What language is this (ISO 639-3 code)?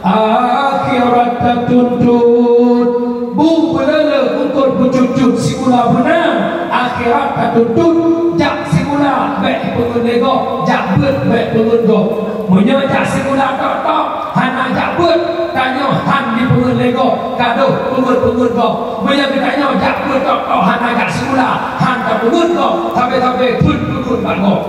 ace